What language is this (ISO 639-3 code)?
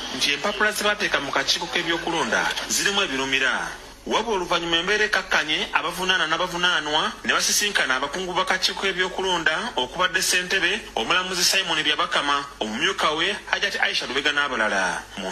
lug